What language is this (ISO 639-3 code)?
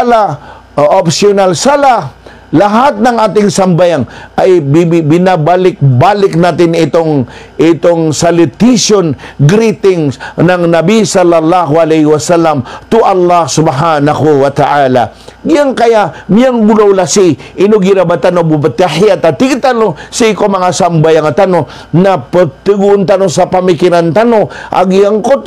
mrw